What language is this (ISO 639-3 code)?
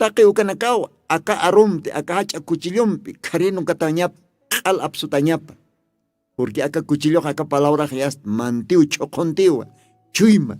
aym